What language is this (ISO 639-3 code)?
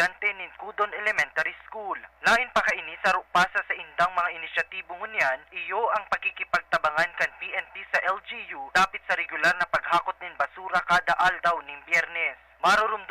bik